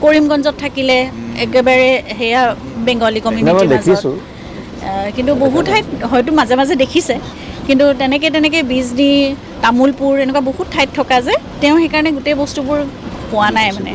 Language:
Assamese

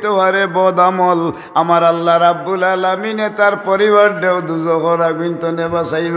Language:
Sylheti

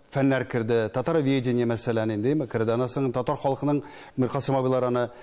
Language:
Tatar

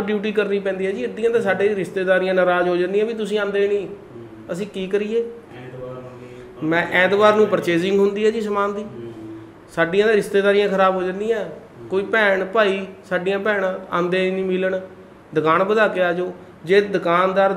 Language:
Punjabi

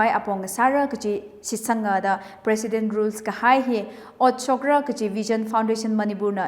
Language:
Tangkhul Naga (India)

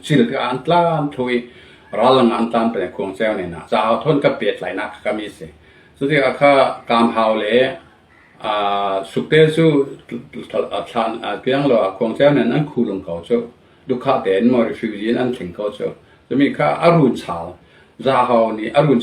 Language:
Falam Chin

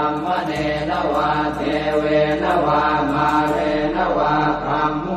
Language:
Pali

